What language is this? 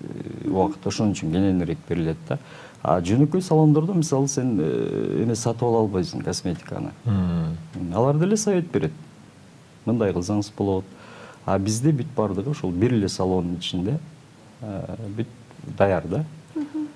Kyrgyz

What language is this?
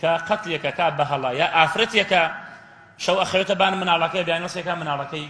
Central Kurdish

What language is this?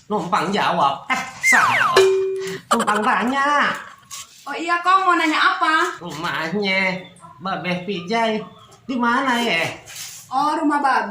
Betawi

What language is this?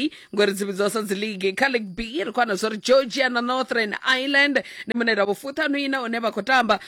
Venda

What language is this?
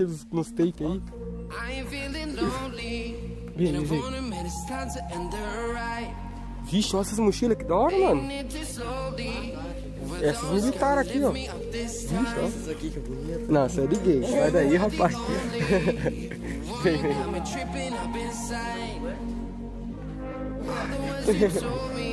Portuguese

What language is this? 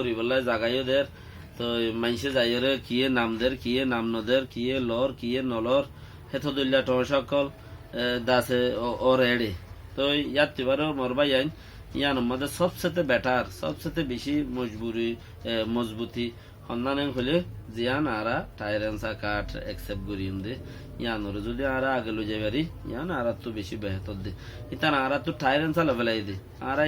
Rohingya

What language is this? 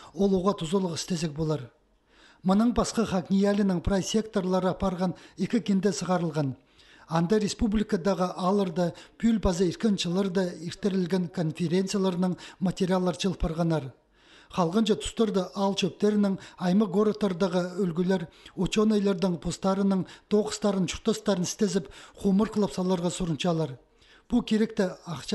Khakas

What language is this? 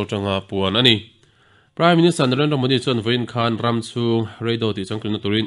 Mizo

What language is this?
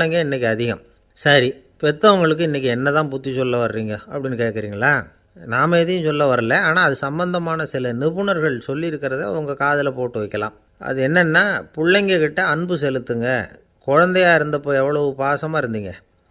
Tamil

